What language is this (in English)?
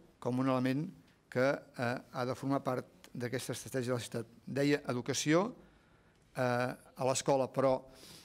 Catalan